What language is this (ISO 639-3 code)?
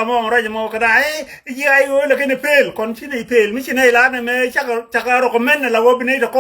nus